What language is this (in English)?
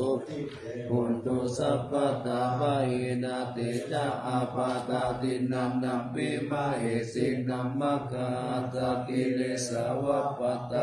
Pali